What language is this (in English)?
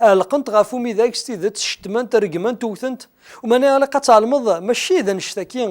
Kabyle